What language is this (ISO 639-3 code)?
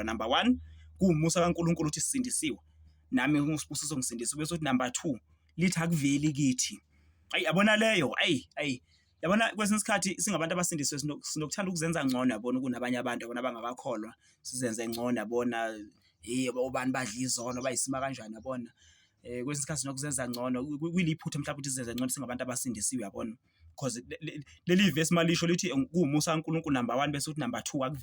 zul